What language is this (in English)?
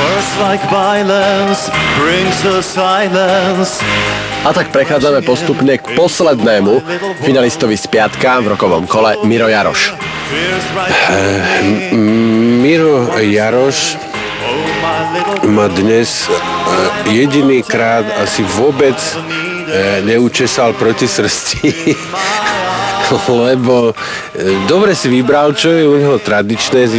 Slovak